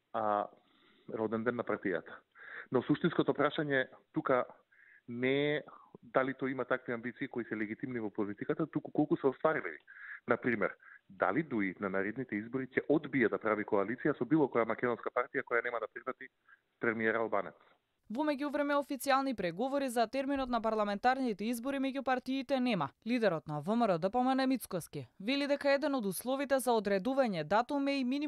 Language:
Macedonian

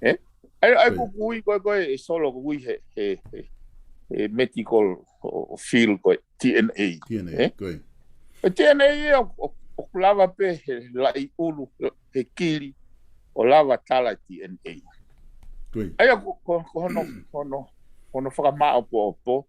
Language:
Tongan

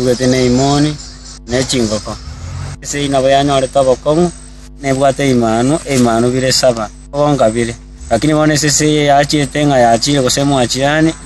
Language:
Gusii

